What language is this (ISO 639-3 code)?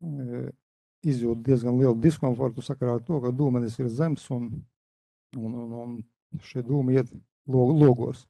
lav